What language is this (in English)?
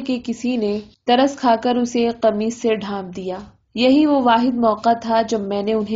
Urdu